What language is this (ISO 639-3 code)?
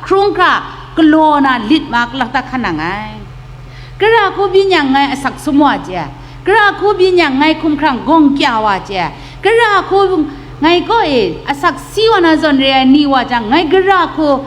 kac